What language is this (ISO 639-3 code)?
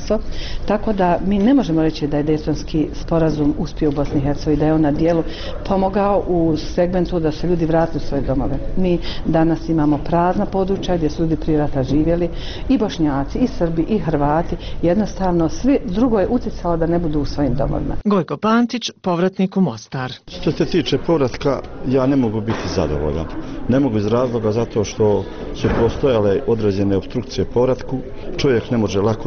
bos